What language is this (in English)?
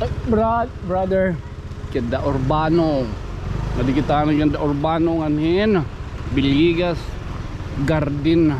Waray